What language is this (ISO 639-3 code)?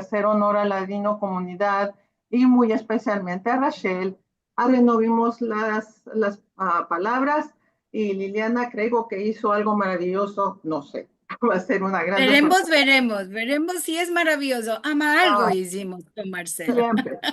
lad